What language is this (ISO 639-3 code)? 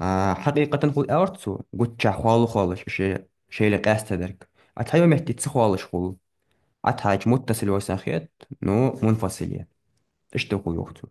inh